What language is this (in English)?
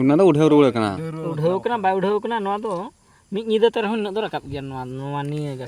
Santali